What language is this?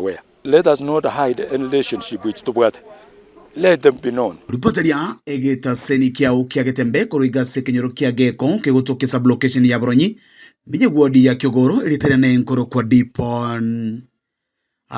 Gusii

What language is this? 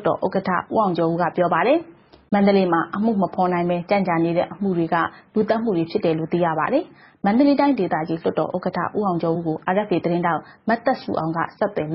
Burmese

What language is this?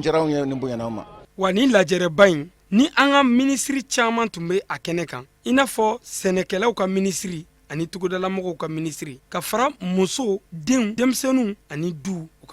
Bambara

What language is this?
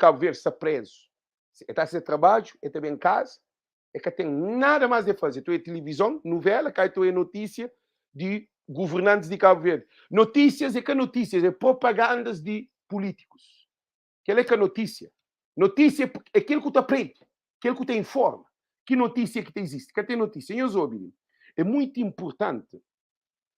Kabuverdianu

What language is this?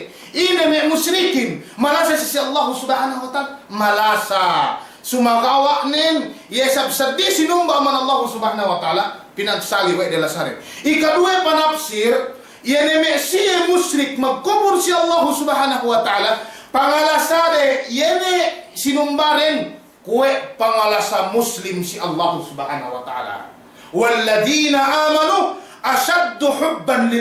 Yakan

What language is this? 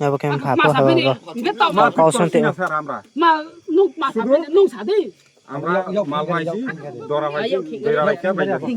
Riang (India)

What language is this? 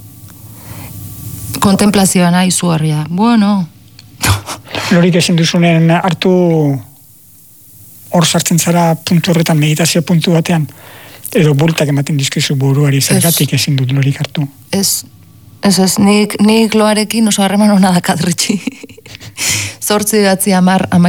Basque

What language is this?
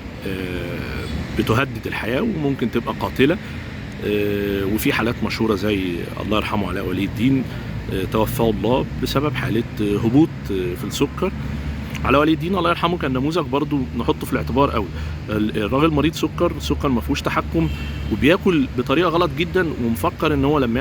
Egyptian Arabic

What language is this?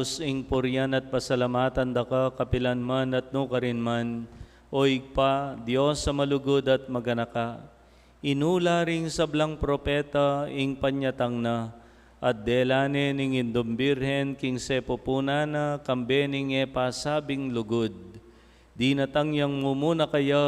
Pampanga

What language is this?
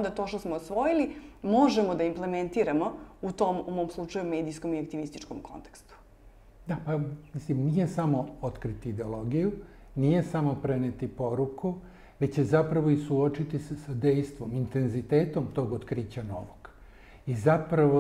Serbian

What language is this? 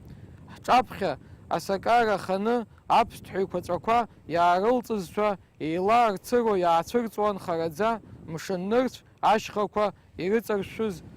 Abkhazian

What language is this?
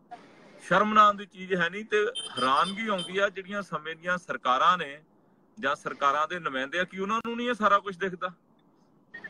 Punjabi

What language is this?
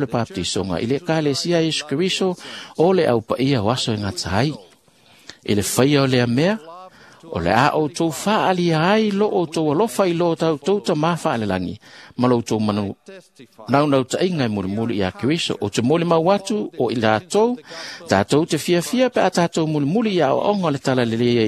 Samoan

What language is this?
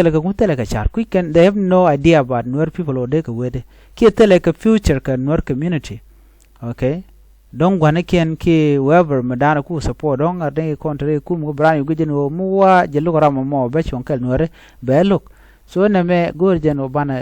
Nuer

